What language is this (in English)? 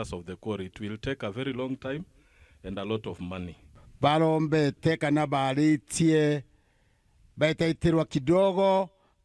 Meru